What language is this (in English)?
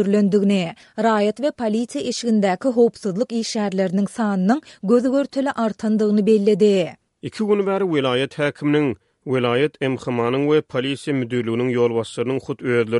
Turkmen